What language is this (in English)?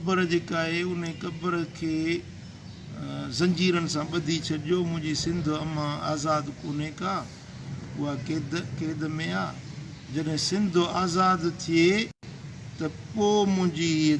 Sindhi